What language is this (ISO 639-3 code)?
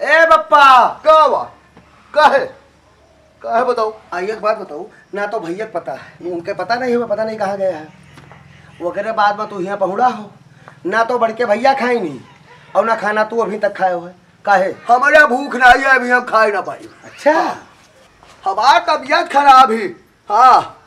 awa